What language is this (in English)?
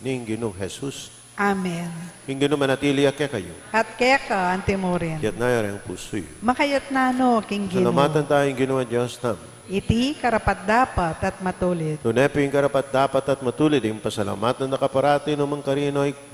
Pampanga